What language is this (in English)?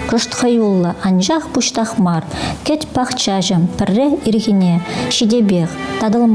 Chuvash